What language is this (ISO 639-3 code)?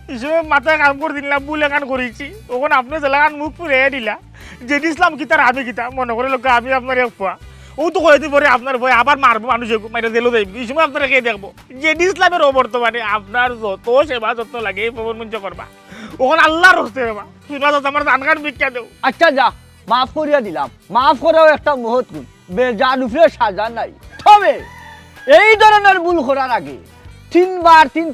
syl